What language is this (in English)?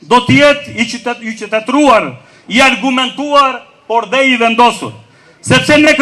Albanian